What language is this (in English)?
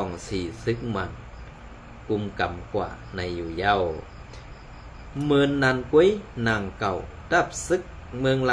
Shan